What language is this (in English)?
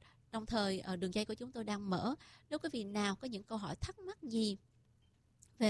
Vietnamese